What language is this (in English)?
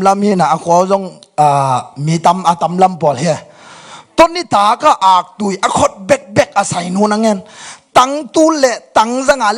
Tedim Chin